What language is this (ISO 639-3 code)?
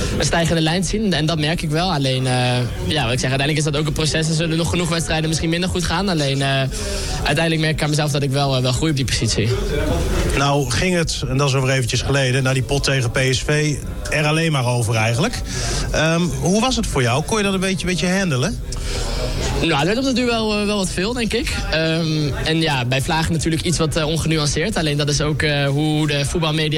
nld